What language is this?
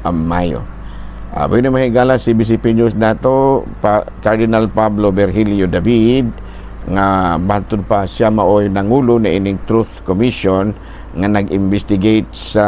Cebuano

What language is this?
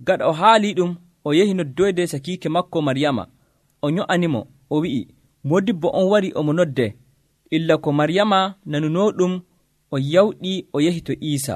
Nigerian Fulfulde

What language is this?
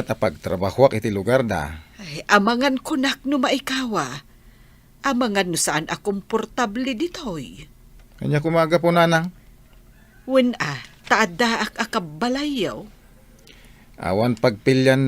Iloko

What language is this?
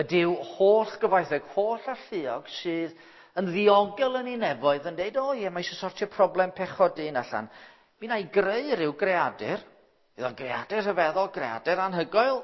Welsh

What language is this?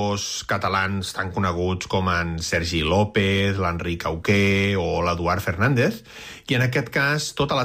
Catalan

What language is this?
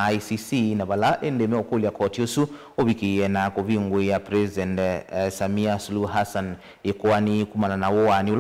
Kamba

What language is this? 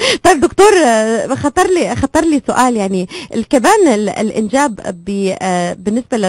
North Levantine Arabic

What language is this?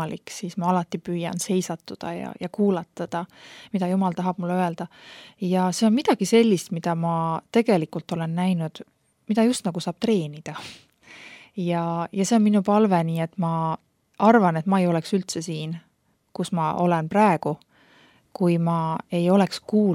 Estonian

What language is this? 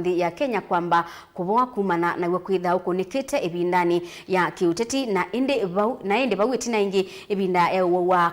Kamba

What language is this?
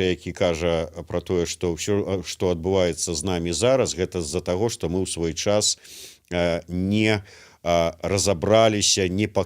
Belarusian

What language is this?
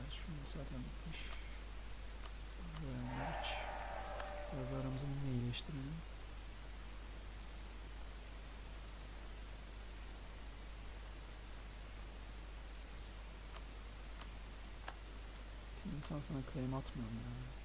Turkish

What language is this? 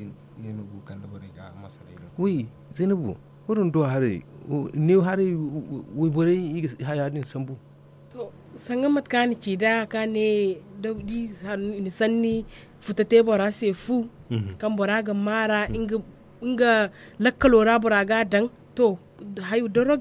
Zarma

